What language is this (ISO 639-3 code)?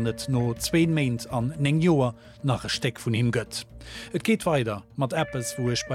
ltz